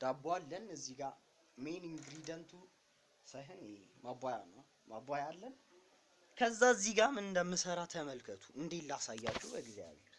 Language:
Amharic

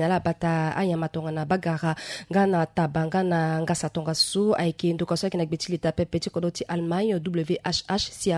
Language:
Sango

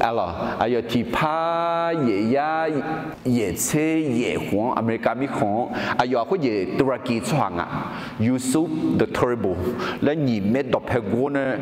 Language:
Akha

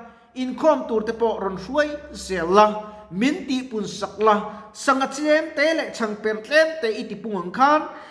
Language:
Mizo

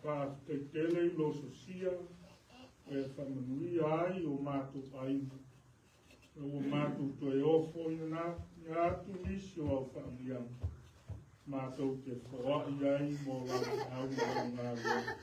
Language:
Samoan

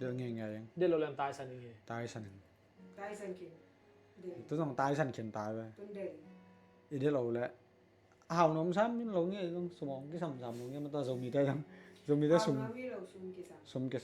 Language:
Tedim Chin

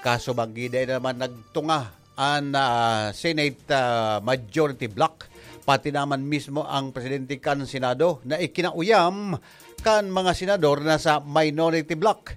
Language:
Bikol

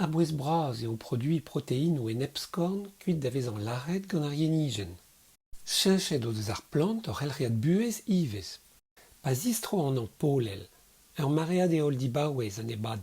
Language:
Breton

